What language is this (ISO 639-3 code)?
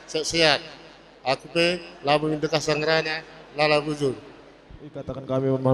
btx